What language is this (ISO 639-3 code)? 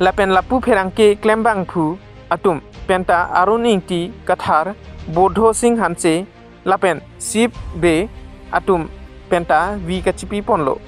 mjw